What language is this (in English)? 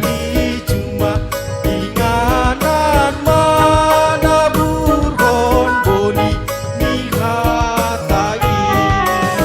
Batak Simalungun